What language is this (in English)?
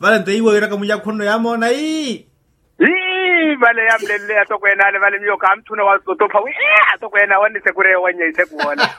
Makhuwa